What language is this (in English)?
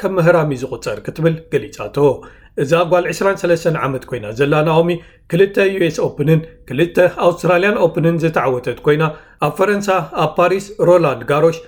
Tigrinya